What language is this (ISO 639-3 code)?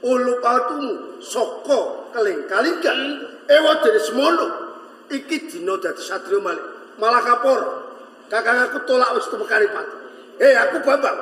jav